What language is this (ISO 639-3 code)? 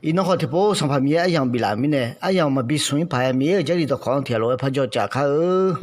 ahk